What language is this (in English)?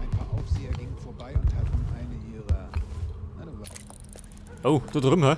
Bavarian